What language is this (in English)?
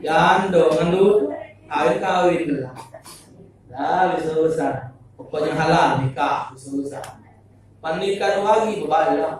Musi